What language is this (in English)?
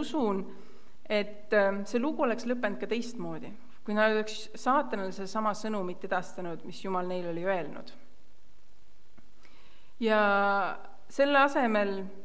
Estonian